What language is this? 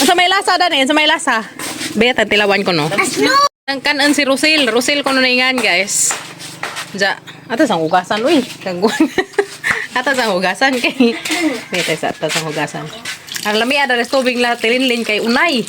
Cebuano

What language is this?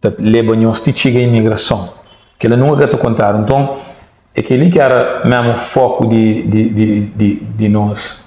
Kabuverdianu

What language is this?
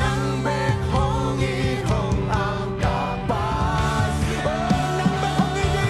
Tedim Chin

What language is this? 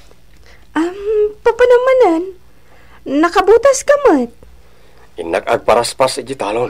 Iloko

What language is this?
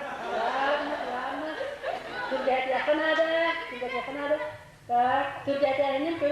Yakut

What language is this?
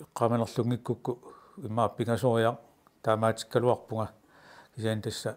Kalaallisut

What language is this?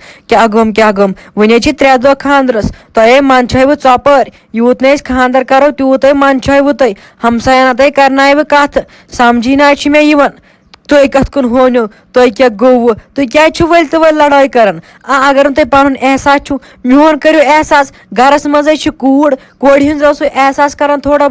Kashmiri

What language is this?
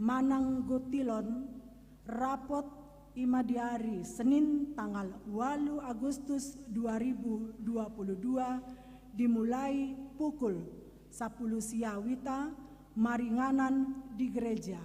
Batak Toba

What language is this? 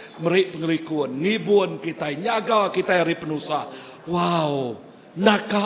Iban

